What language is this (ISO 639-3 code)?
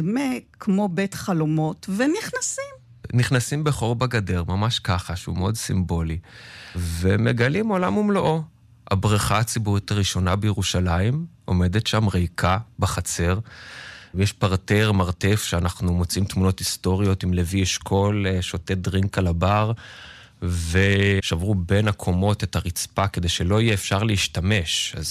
heb